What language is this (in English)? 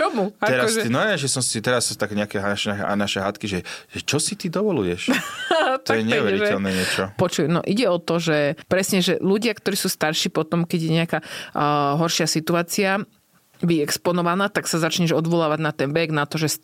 Slovak